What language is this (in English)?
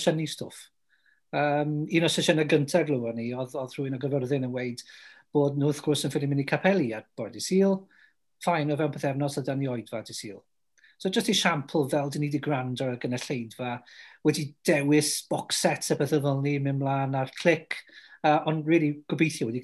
Welsh